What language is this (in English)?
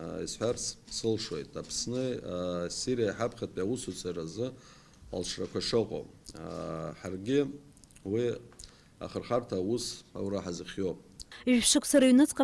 Abkhazian